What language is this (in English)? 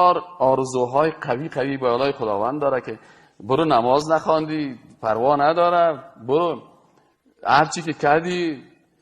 Persian